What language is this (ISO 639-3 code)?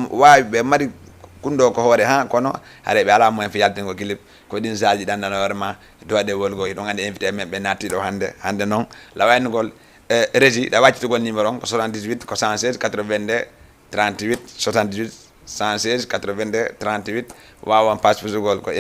ful